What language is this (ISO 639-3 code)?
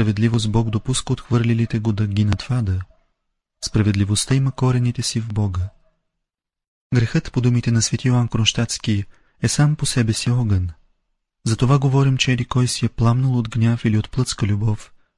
bul